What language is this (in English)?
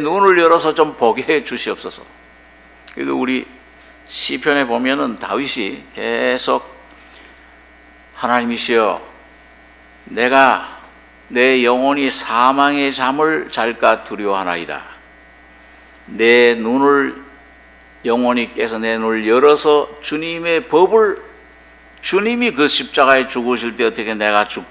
Korean